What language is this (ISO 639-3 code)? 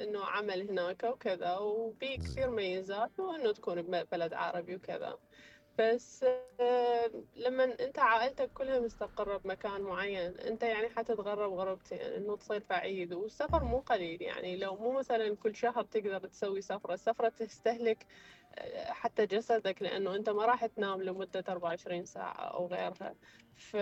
acm